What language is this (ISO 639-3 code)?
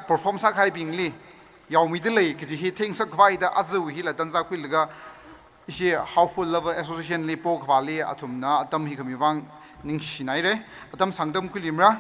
nmf